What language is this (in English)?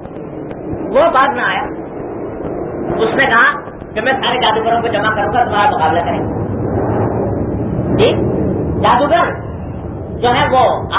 Urdu